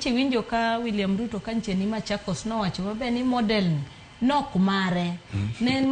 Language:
Luo (Kenya and Tanzania)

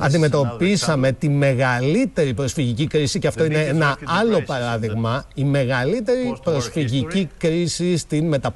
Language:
Greek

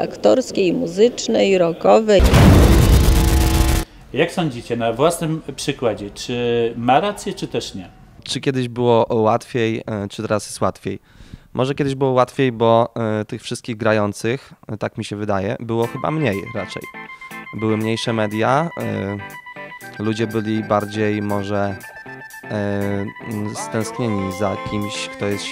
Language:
Polish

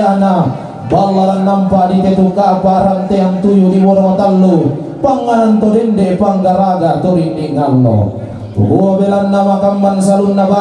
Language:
Toraja-Sa'dan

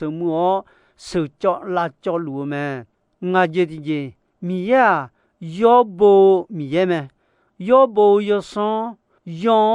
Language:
Akha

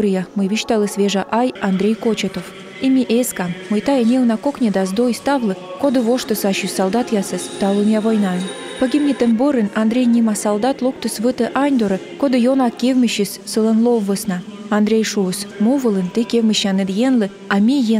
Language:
Komi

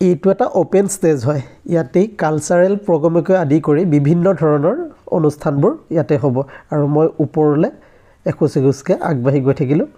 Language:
Assamese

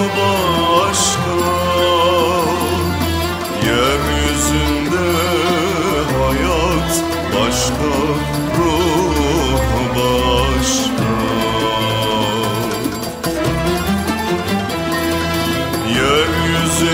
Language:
Turkish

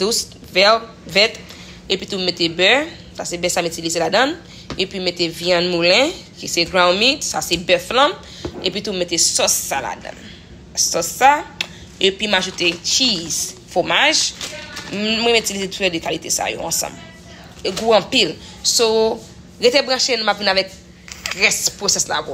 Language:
Haitian Creole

